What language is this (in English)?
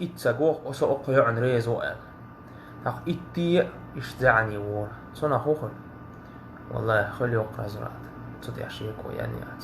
Chechen